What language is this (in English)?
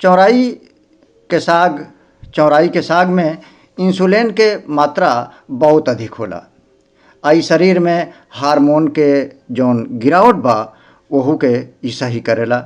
Bhojpuri